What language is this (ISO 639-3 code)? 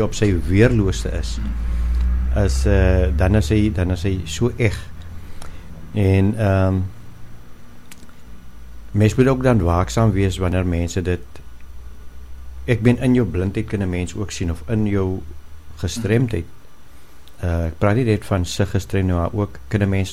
afr